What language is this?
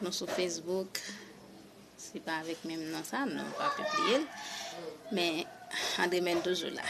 Haitian Creole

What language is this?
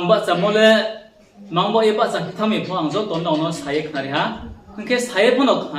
Riang (India)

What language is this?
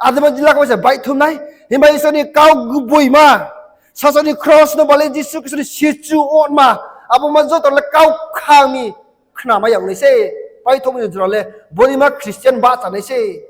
Riang (India)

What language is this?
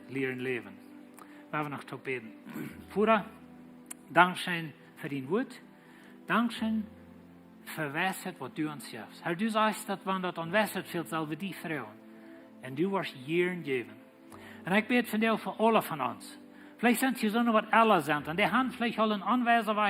Plautdietsch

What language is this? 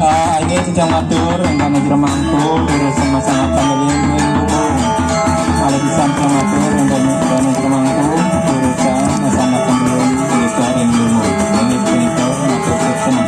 Balinese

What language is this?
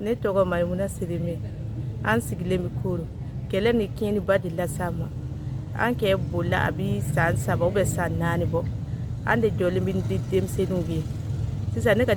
Bambara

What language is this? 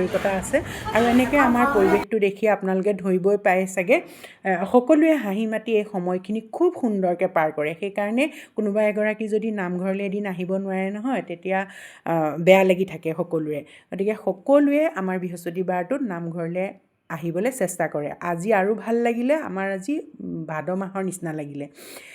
Assamese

